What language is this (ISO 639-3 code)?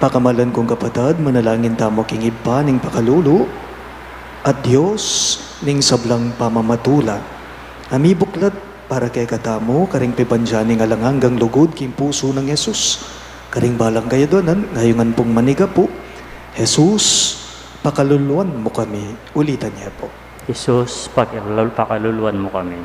pam